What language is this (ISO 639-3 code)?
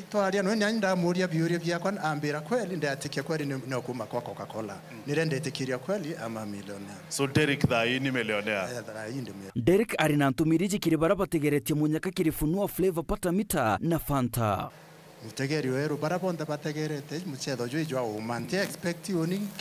mer